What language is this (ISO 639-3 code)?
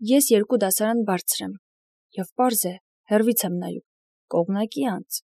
hye